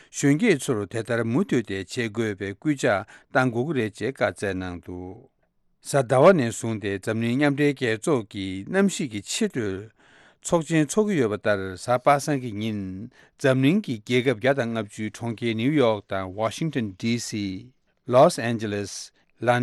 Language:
Tibetan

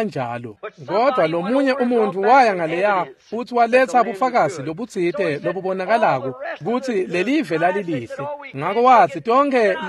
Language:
Swati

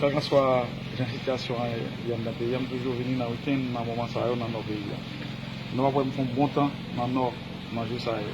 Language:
Haitian Creole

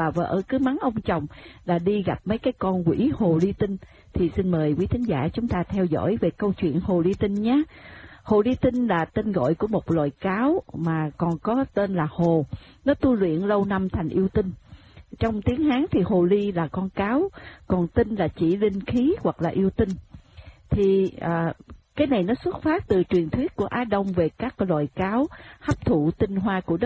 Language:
Vietnamese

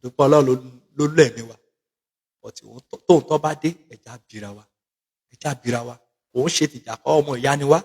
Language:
Yoruba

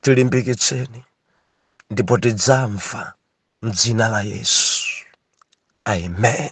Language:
Nyanja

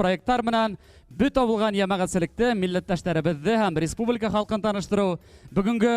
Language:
Bashkir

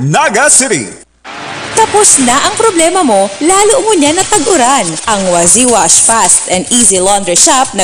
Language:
Bikol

